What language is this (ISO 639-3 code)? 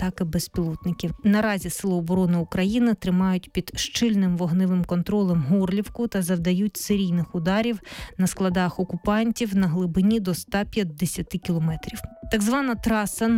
ukr